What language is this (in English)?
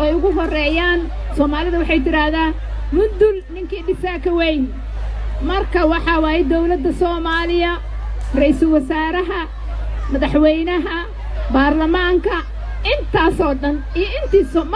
Somali